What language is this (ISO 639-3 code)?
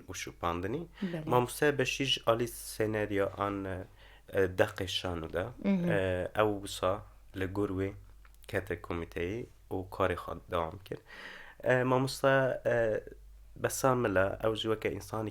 kur